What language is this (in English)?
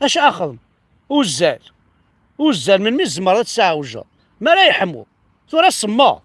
Kabyle